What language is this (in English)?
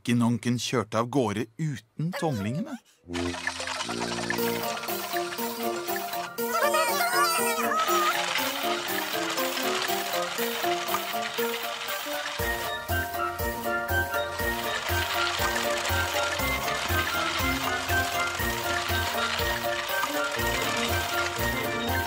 Norwegian